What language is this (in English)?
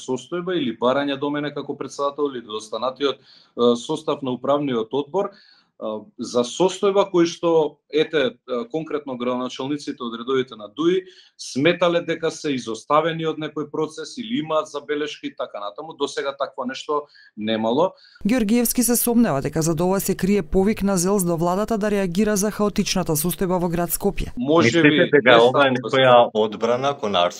Macedonian